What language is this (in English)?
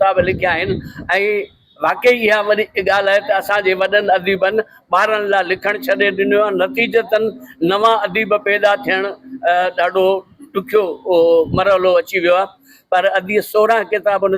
Sindhi